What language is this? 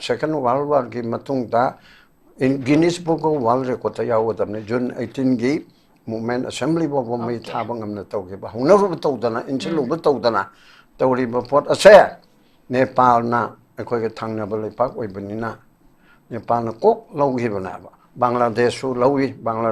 Manipuri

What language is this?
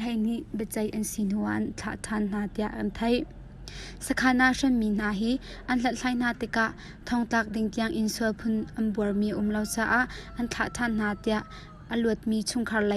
Hakha Chin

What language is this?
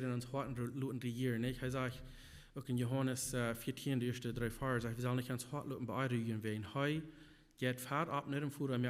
Plautdietsch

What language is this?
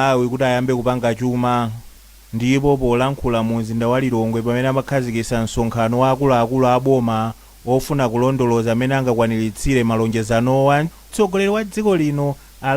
Nyanja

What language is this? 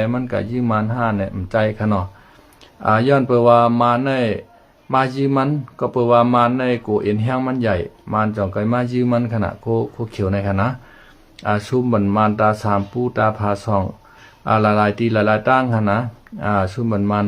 Shan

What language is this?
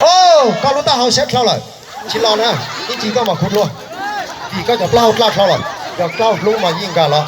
Hmong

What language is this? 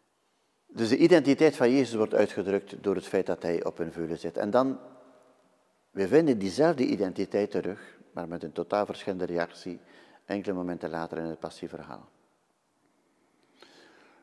Dutch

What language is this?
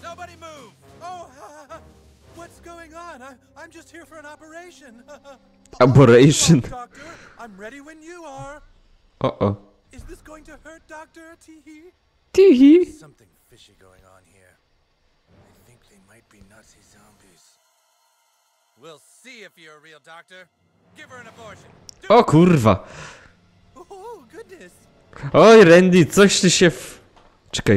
Polish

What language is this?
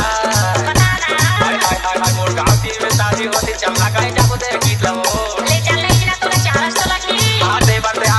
Chhattisgarhi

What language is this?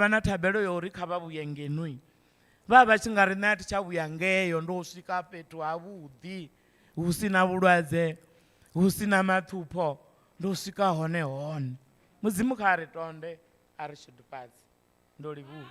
Venda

